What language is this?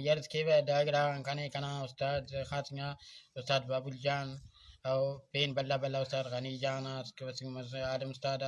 Brahui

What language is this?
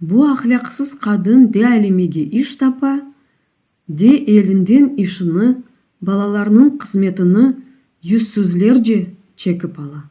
Crimean Tatar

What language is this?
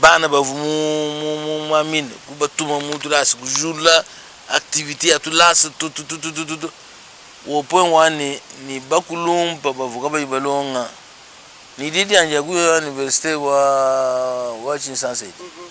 Luba-Lulua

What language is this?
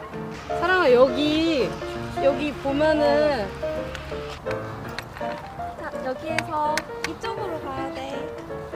Korean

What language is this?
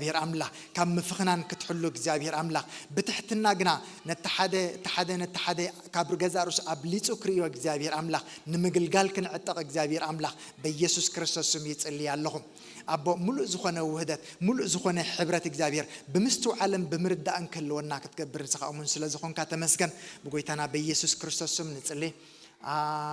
Tigrinya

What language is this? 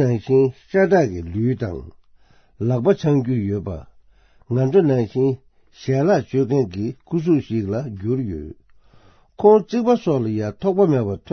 Tibetan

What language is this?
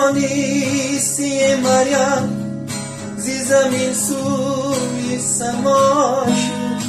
Tajik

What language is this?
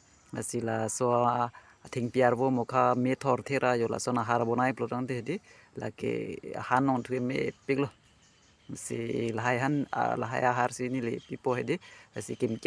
Karbi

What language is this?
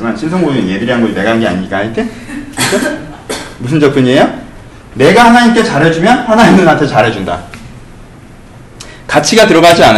Korean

